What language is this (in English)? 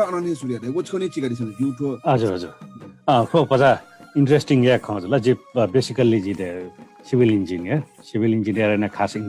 Newari